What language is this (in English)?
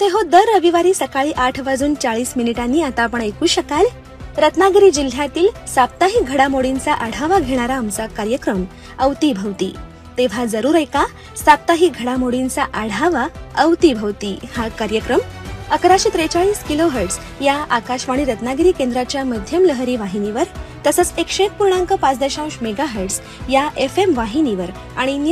Marathi